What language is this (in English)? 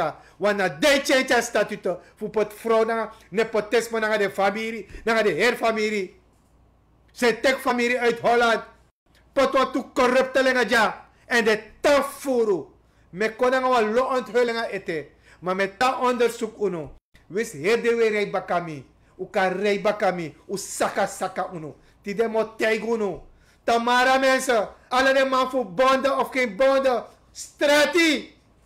Sranan Tongo